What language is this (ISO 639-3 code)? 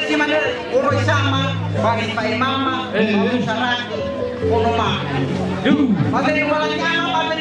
nia